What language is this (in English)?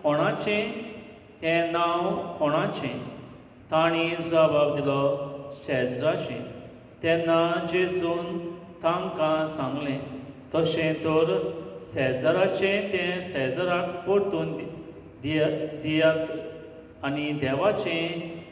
Konkani